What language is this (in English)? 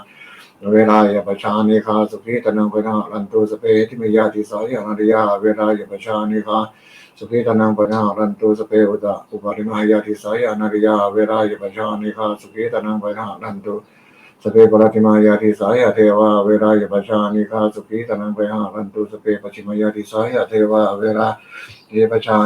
Pali